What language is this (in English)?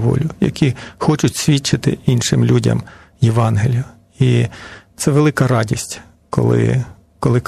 Ukrainian